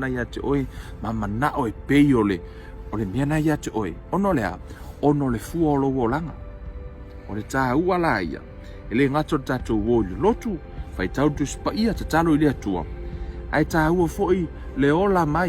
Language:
Samoan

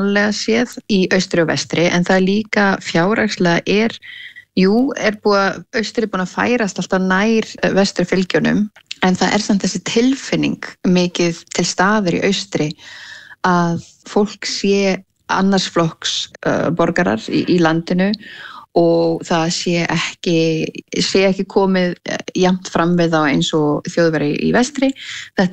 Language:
Icelandic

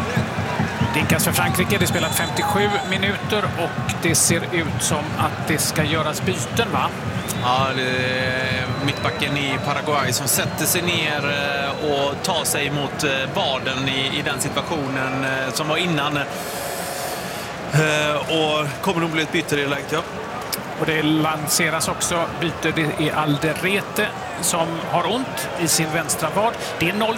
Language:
Swedish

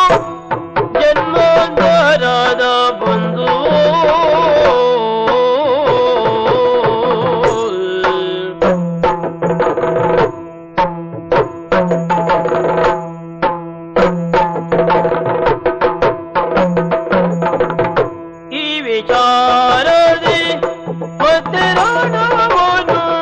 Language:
Kannada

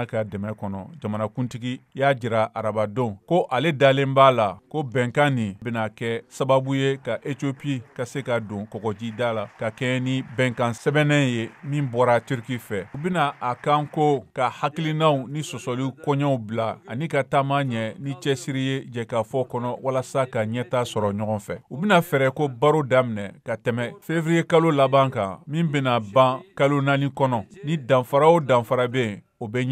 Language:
Bambara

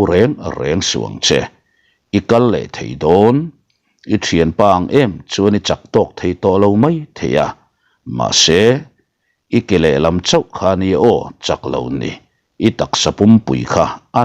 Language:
Mizo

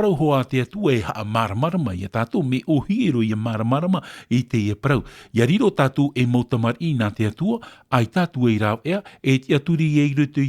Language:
Tahitian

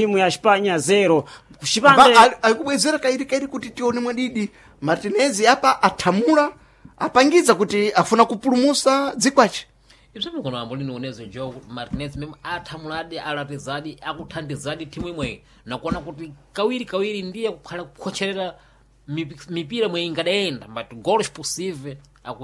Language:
Sena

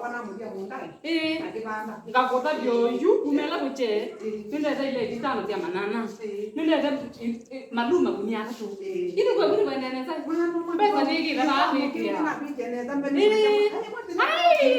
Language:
Kamba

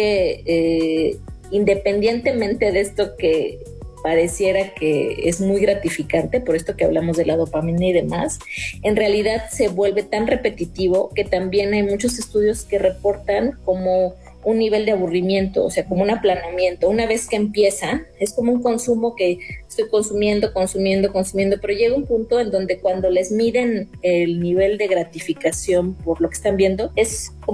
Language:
Spanish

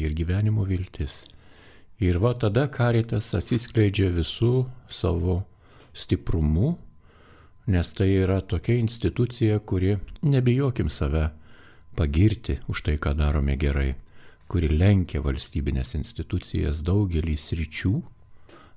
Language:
Lithuanian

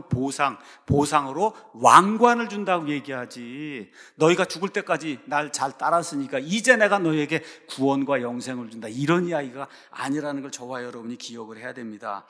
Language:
Korean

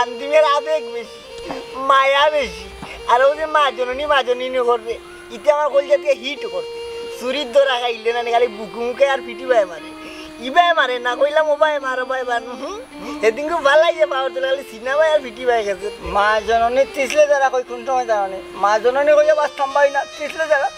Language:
Sylheti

